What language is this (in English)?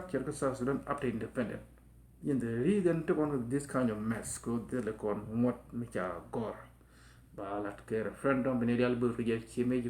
Nuer